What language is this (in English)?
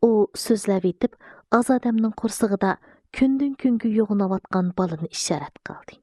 Uyghur